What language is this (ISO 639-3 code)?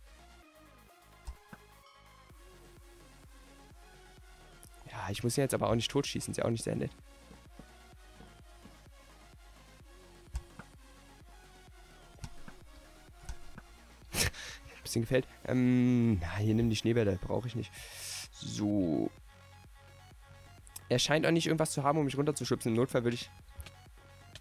deu